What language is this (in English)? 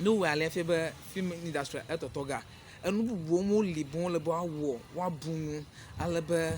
Ewe